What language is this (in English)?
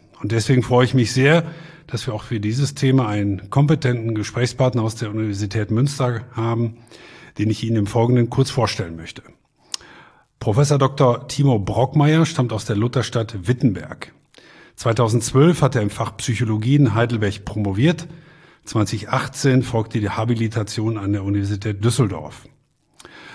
German